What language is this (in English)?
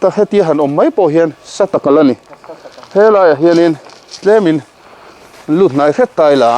Mizo